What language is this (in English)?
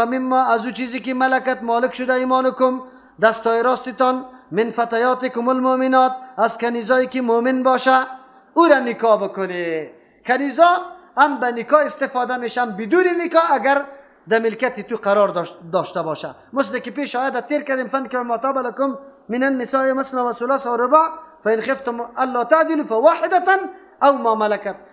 Persian